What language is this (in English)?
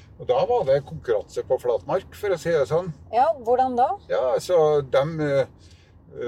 Norwegian